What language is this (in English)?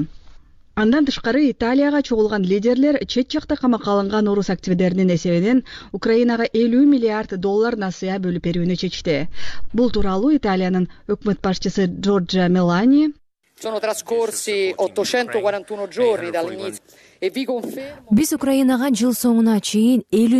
Kyrgyz